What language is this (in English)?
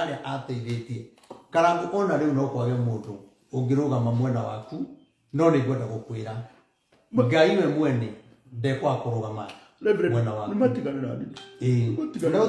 Kikuyu